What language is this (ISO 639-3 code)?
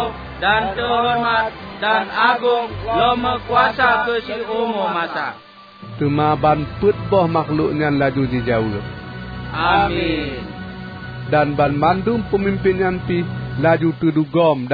ace